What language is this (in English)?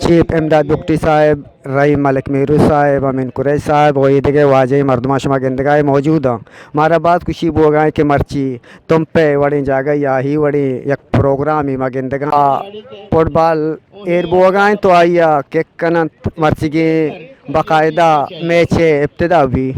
Eastern Balochi